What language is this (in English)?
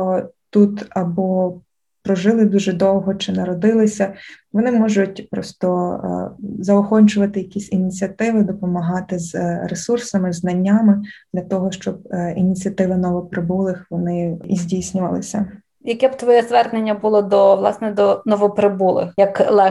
Ukrainian